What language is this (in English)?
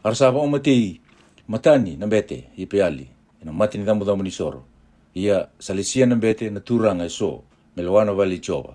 Fijian